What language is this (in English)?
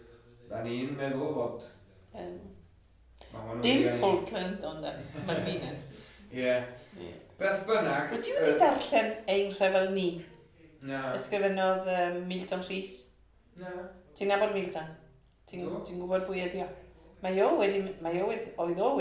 Welsh